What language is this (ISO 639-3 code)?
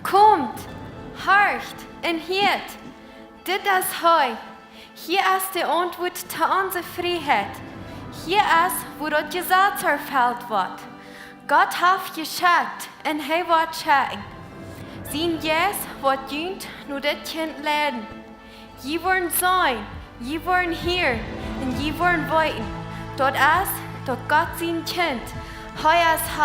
pdt